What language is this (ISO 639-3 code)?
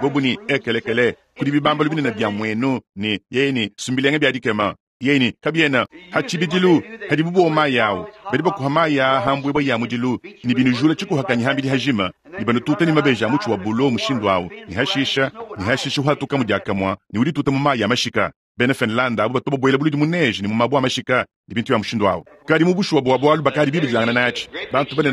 lua